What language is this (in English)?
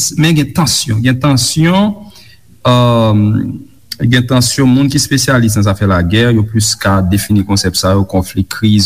Haitian Creole